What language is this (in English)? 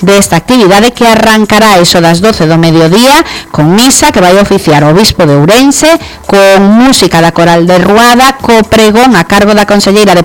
Galician